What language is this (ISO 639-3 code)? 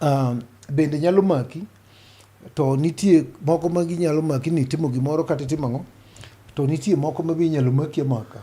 luo